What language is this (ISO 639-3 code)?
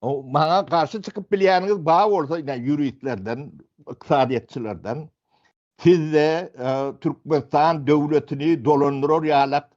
tuk